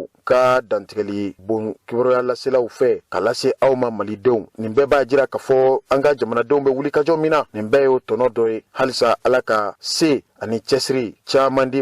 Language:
Bambara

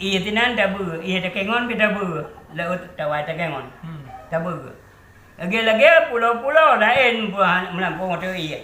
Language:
Achinese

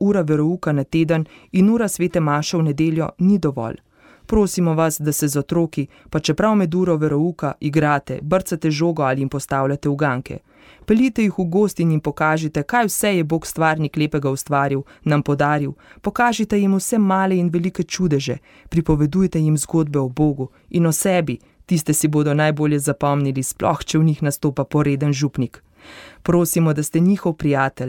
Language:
Slovenian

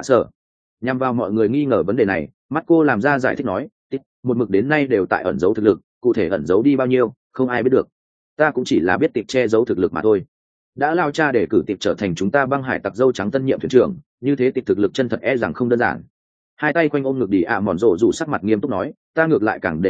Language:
Vietnamese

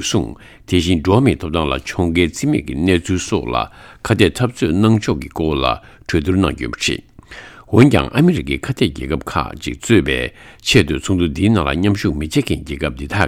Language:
Tibetan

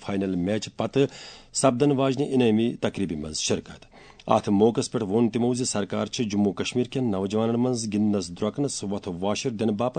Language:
Kashmiri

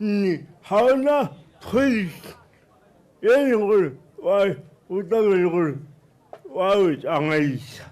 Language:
Tswana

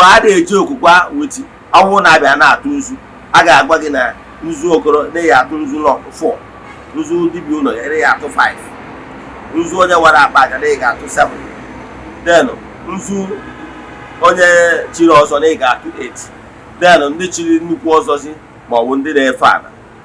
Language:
Igbo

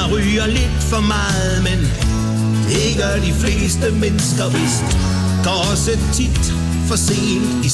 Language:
Danish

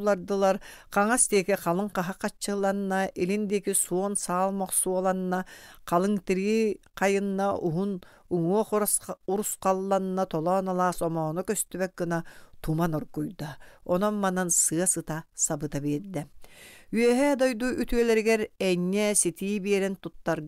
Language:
Yakut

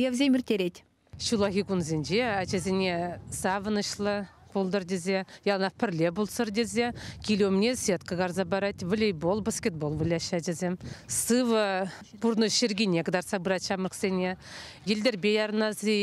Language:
Chuvash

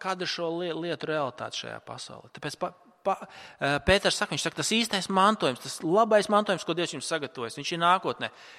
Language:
Latvian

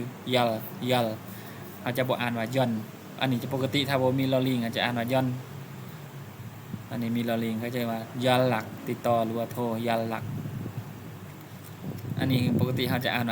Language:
Lao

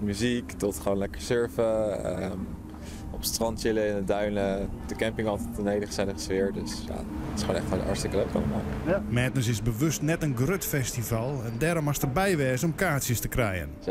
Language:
Western Frisian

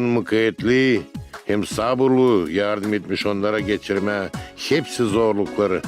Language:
Gagauz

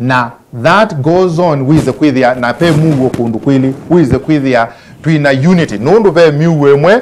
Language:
Kamba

